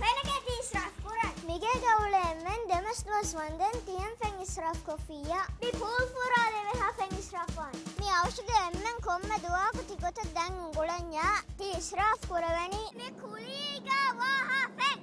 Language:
Divehi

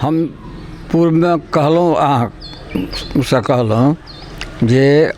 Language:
Maithili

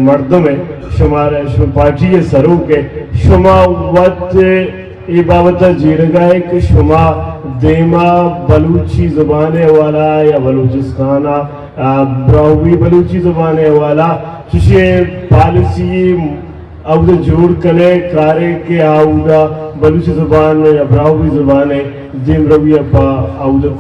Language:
Eastern Balochi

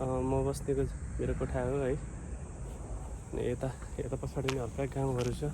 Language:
Nepali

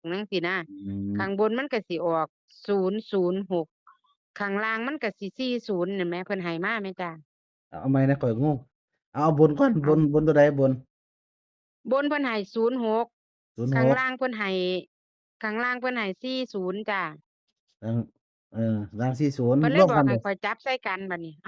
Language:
Northeastern Thai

